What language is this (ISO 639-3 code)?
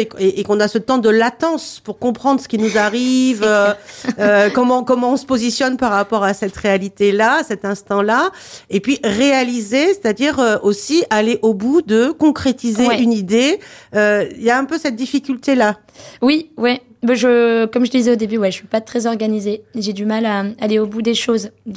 fra